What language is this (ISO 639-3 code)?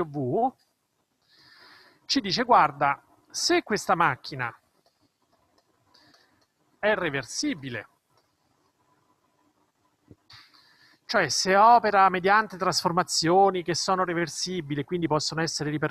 ita